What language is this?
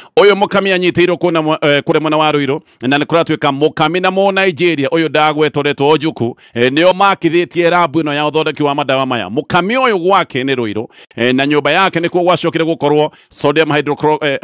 Kikuyu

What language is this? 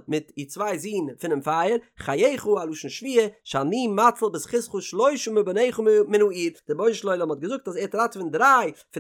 Yiddish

